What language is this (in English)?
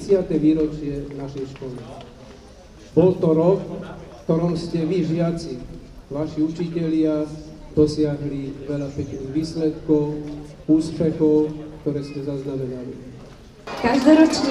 Slovak